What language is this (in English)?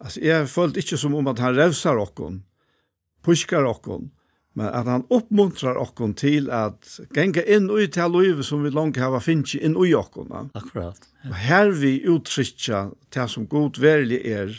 Faroese